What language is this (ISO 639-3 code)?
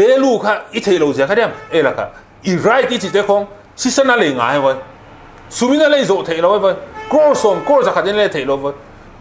pck